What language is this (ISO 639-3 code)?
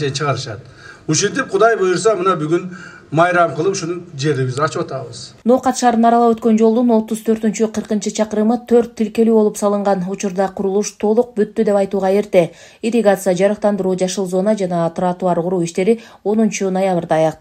kir